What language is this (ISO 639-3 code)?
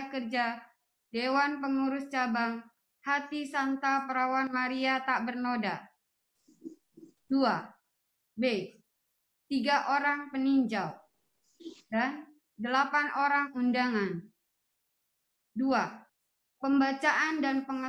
ind